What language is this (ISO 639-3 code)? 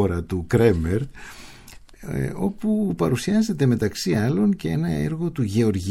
ell